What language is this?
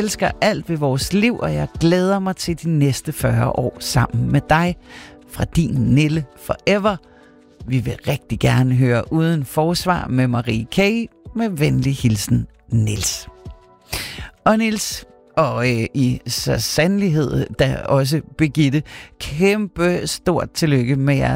Danish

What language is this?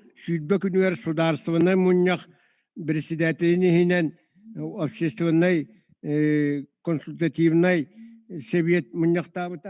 Yakut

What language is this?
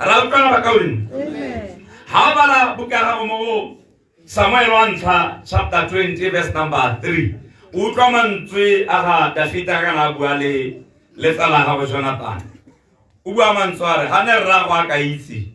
Tswana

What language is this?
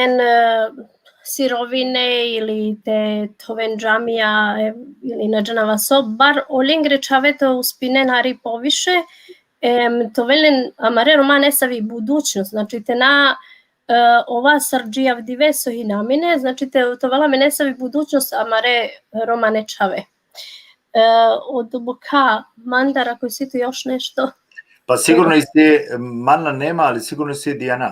Balkan Romani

